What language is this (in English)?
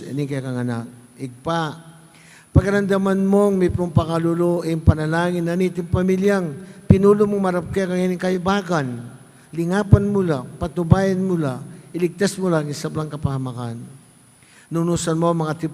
Pampanga